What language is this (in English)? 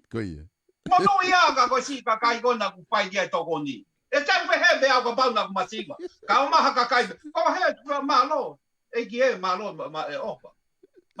Tongan